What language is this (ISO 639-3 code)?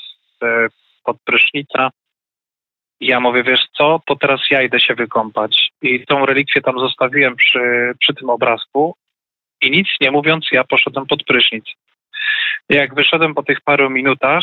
pol